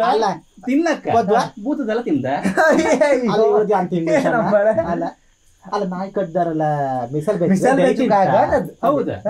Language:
Kannada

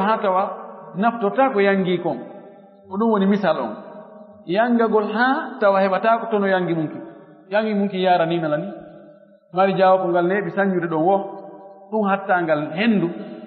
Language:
Fula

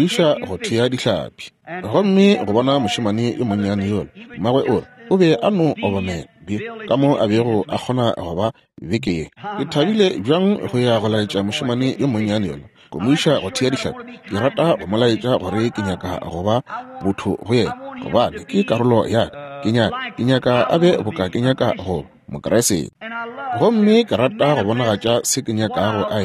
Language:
Northern Sotho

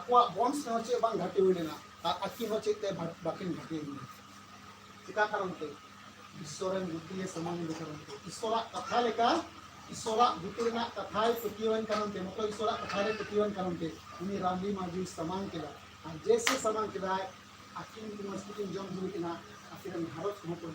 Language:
Santali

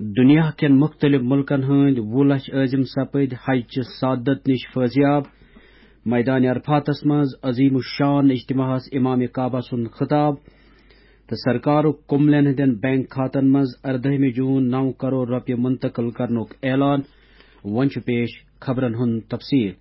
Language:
Kashmiri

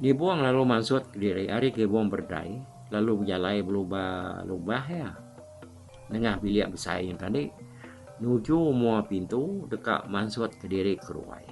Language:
Iban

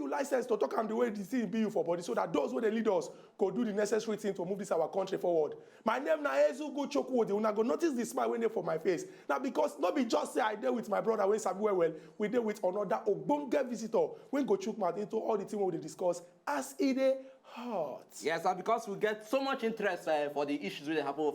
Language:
Nigerian Pidgin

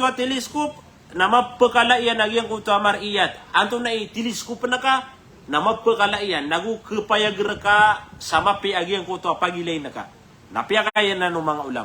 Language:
Maranao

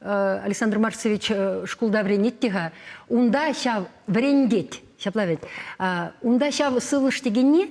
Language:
Chuvash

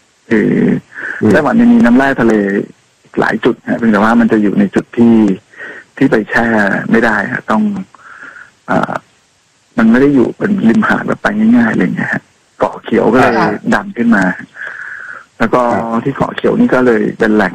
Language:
Thai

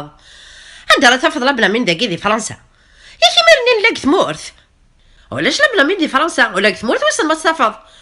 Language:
Kabyle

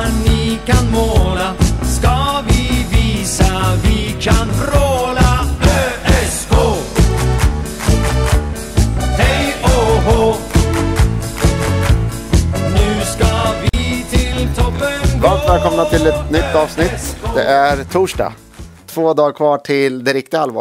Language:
Swedish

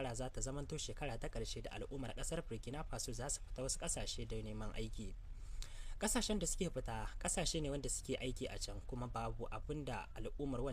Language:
Hausa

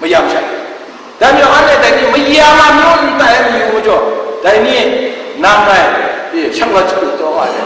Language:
Kachin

